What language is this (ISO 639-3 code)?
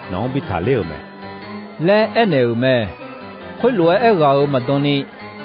ahk